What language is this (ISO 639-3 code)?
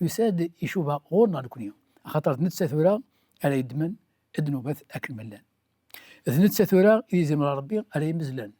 kab